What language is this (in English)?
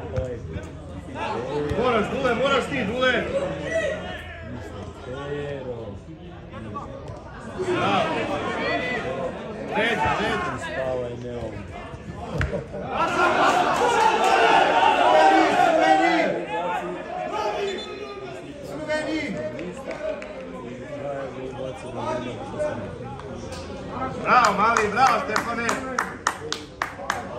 Serbian